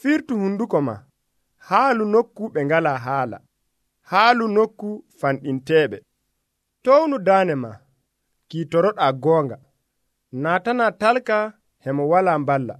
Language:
Nigerian Fulfulde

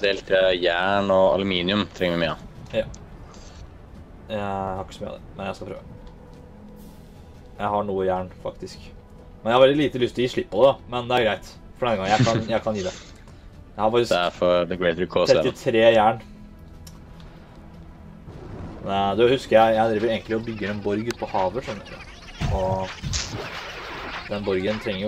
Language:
Norwegian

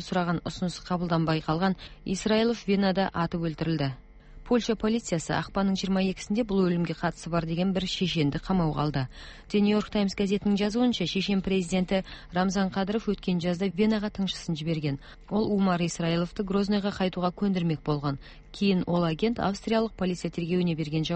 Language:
Kazakh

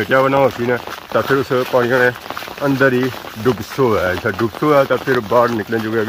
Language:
Pahari-Potwari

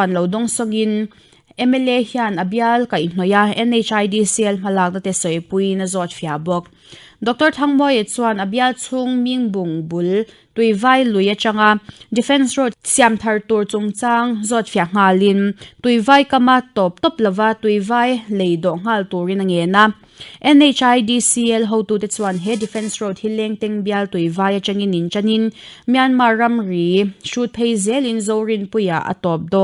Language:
Mizo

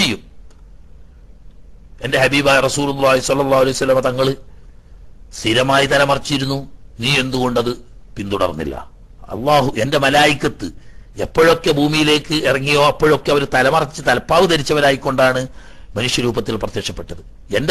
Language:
Malayalam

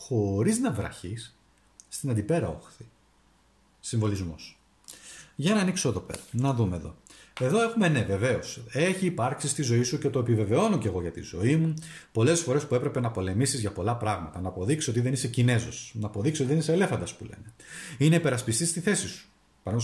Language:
Greek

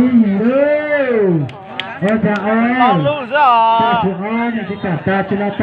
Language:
Hmong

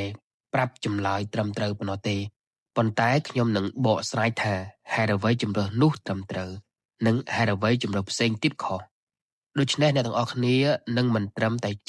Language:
Khmer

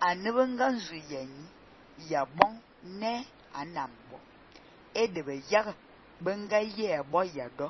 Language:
Fang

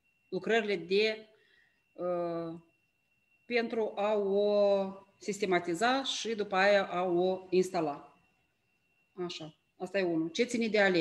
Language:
Romanian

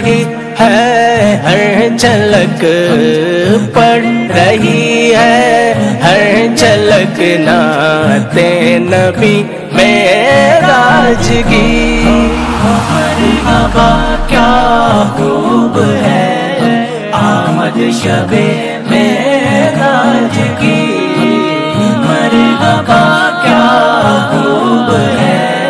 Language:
Urdu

